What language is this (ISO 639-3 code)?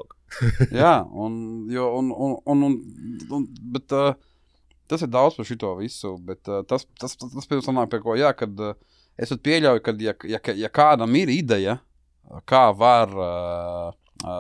lav